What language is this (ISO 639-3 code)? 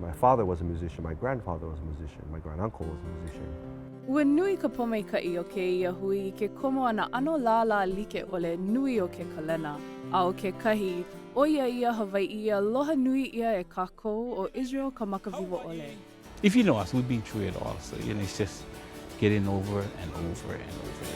haw